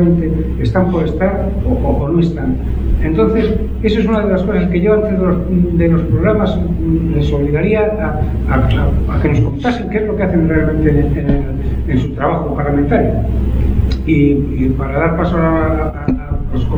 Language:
Spanish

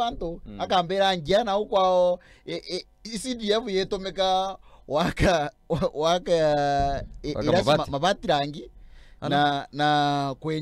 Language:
Meru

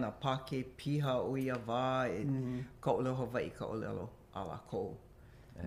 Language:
Hawaiian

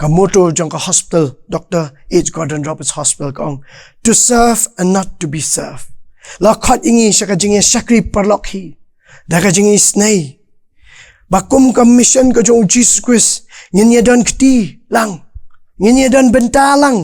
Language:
Khasi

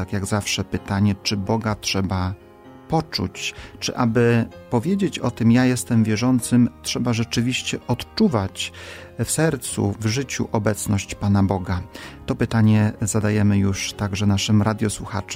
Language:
Polish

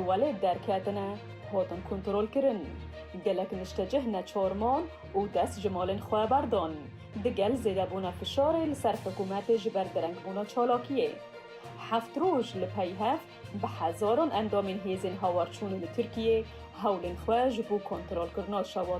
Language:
Kurdish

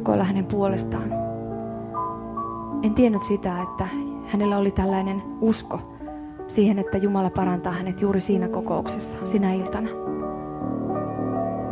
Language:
Finnish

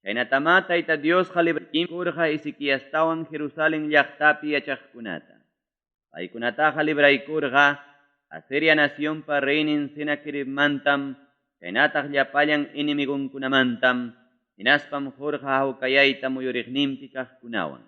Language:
Ayacucho Quechua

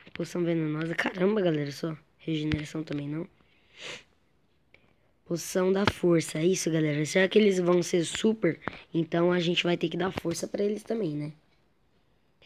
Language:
Portuguese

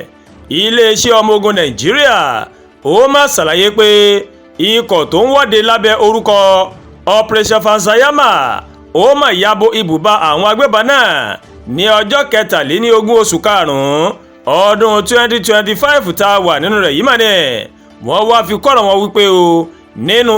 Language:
Yoruba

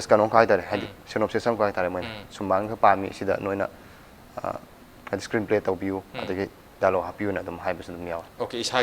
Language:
Manipuri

